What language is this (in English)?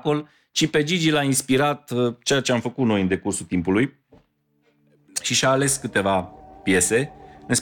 Romanian